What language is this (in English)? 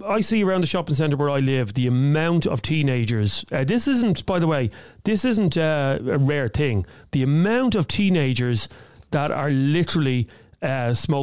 English